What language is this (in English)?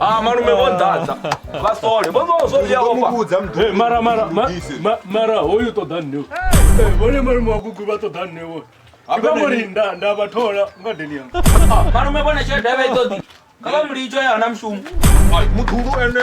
Venda